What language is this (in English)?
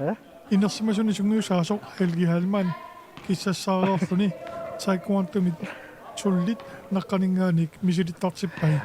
Kalaallisut